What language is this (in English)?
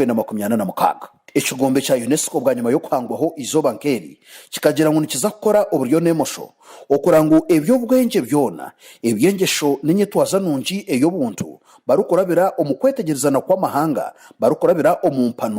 Nyankole